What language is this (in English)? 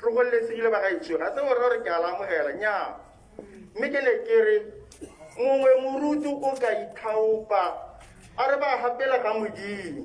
Tswana